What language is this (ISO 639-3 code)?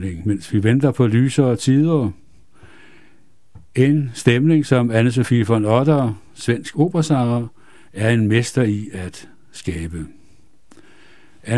dan